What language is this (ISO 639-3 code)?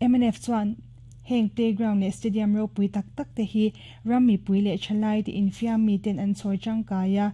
lus